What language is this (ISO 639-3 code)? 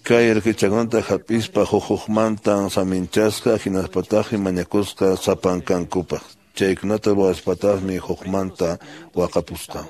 que